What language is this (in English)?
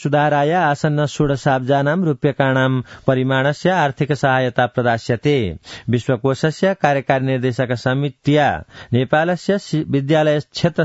Sanskrit